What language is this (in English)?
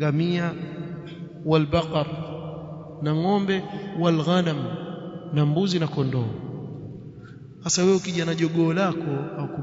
Swahili